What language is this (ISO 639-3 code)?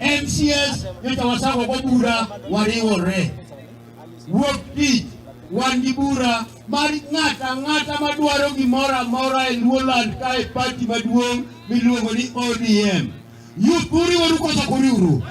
luo